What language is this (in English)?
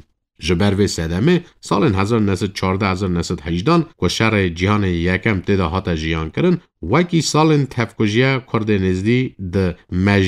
Kurdish